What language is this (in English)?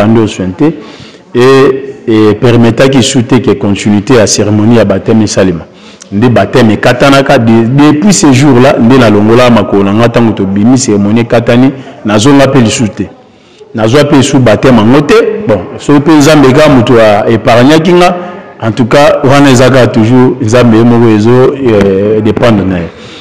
Lingala